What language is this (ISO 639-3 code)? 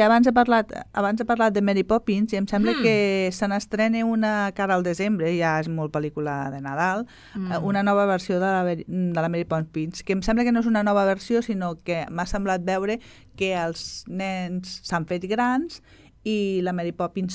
cat